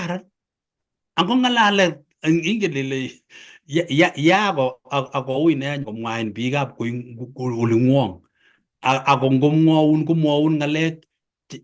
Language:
Kalenjin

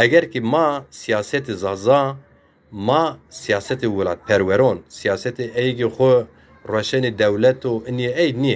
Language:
Zaza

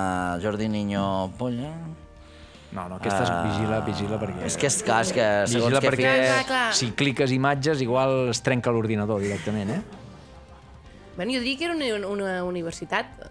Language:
Catalan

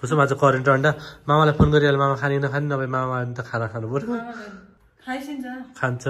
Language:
Nepali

